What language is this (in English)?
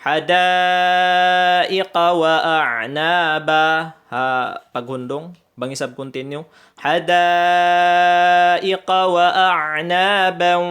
Tausug